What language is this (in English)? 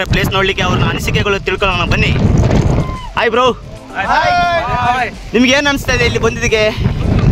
Kannada